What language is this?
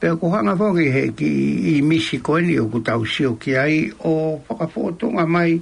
Tongan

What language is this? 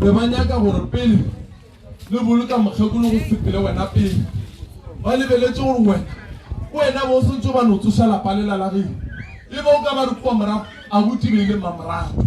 Northern Sotho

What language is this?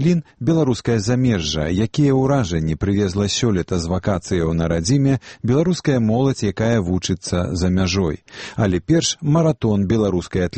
Belarusian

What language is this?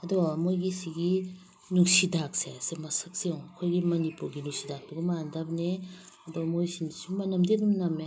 Manipuri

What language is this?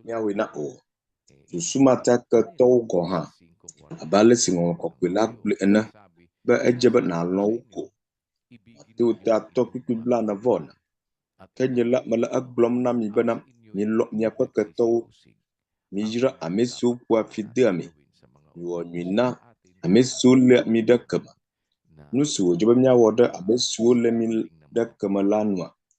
Ewe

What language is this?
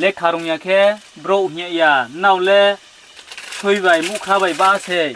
Riang (India)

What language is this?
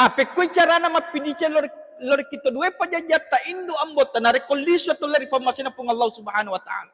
Buginese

